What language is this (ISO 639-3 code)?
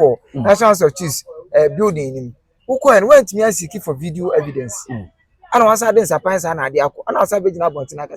aka